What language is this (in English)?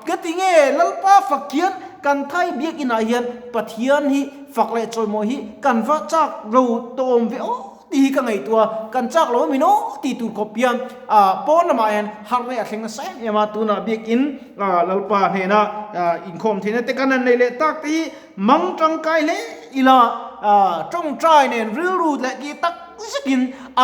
Mizo